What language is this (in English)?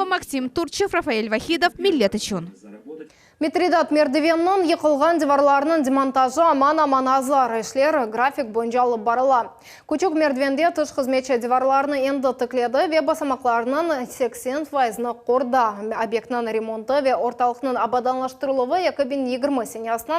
Crimean Tatar